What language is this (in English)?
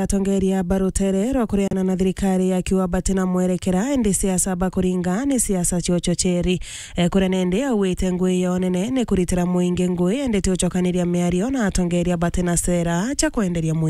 Meru